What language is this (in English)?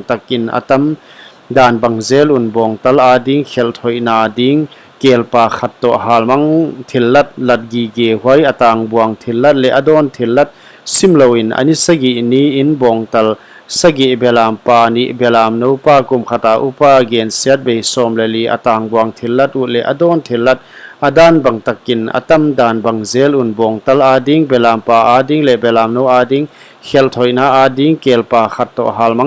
Paite Chin